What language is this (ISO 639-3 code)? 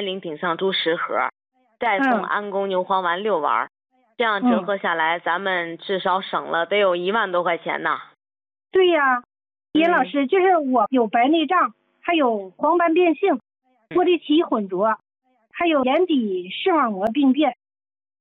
zho